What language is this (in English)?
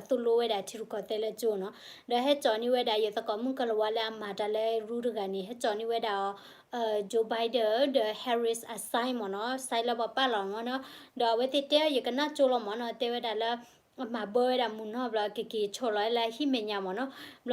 S'gaw Karen